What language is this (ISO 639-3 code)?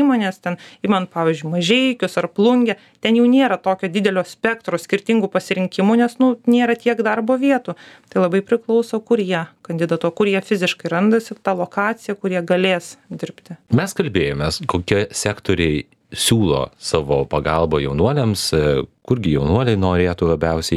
lit